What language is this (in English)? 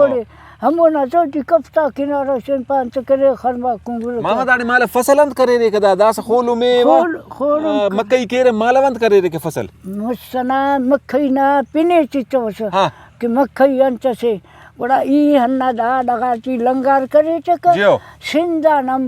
Brahui